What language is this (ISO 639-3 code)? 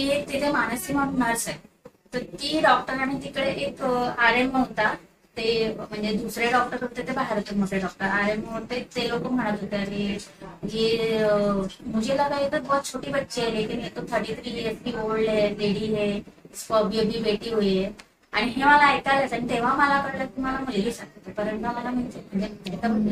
mar